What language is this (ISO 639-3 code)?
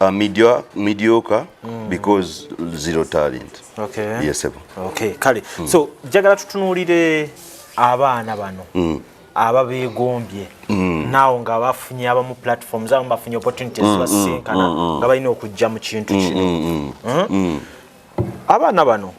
lug